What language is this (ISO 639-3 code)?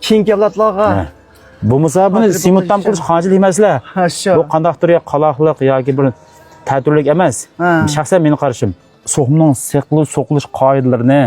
uig